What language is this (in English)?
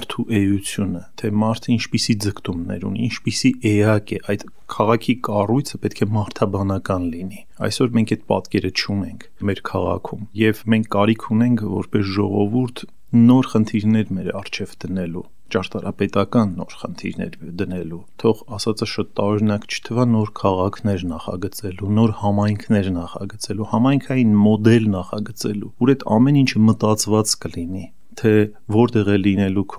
Armenian